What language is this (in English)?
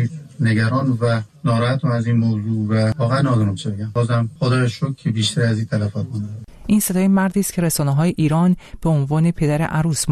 Persian